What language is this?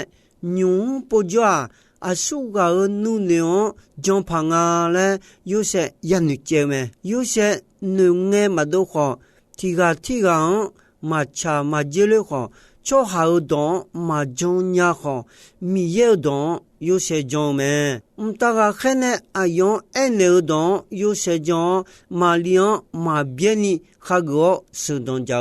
Akha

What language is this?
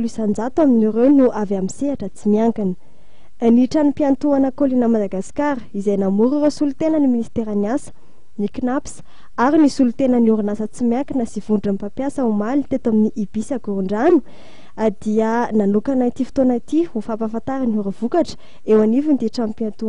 Malagasy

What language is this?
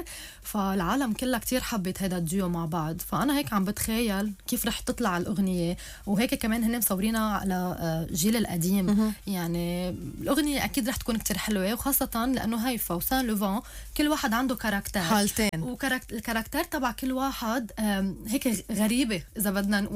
North Levantine Arabic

